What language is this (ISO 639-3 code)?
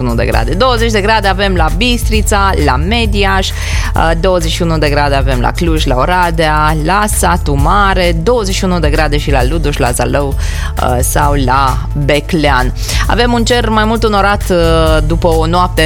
ron